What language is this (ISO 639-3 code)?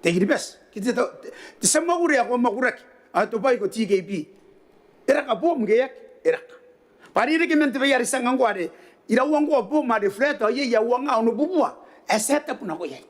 gil